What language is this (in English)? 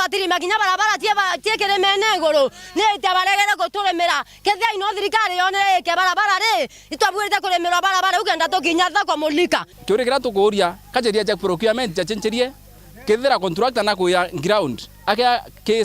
Meru